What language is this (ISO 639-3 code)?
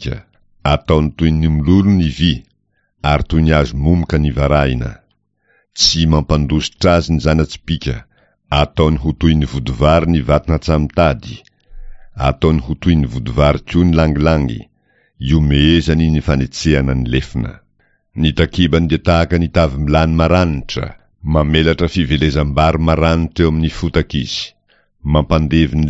mlg